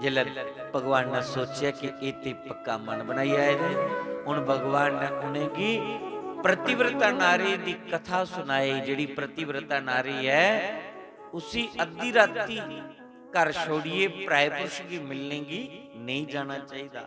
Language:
Dogri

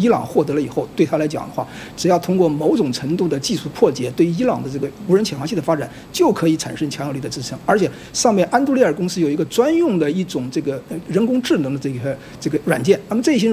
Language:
Chinese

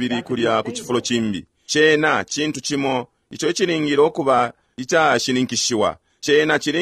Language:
Bemba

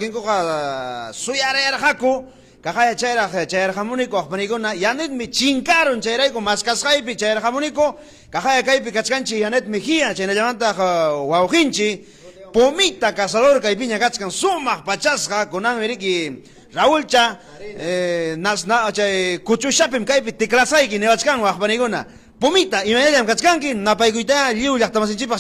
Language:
Ayacucho Quechua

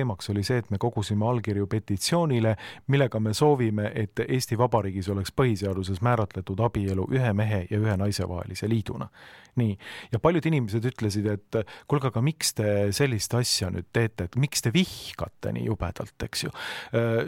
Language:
Estonian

